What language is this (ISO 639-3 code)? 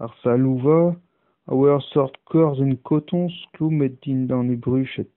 bre